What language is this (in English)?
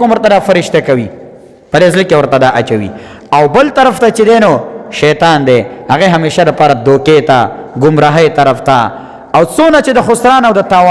Pashto